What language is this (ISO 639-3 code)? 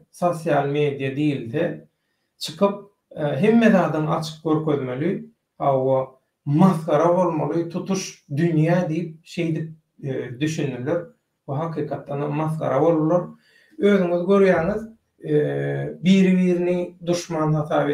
tuk